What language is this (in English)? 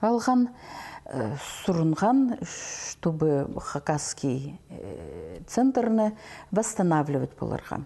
Khakas